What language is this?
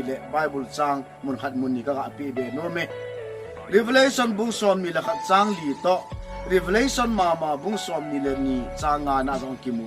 Thado Chin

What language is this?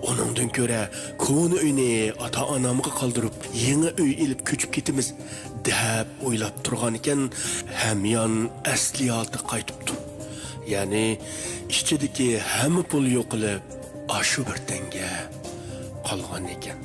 Uyghur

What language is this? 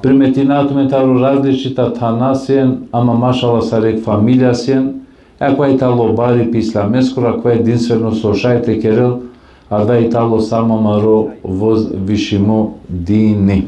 Balkan Romani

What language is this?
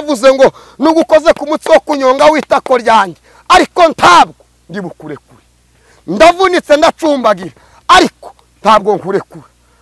Kinyarwanda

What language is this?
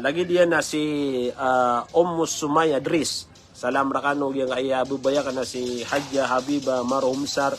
Maranao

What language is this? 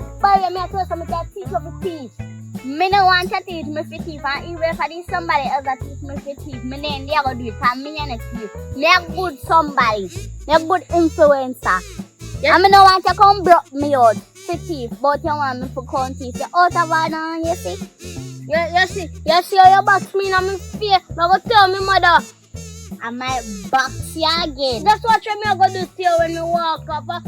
Jamaican Creole English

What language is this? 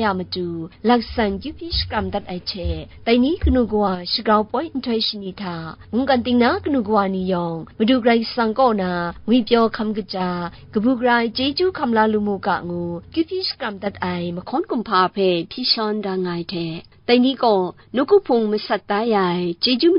Kachin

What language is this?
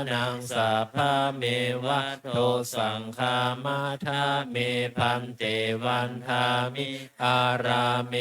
Pali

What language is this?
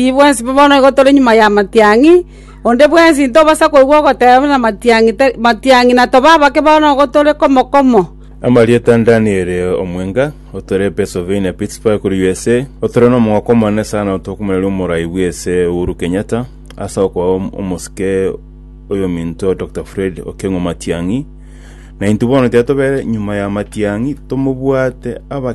Gusii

